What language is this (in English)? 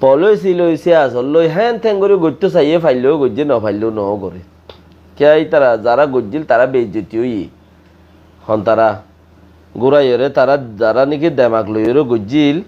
Rohingya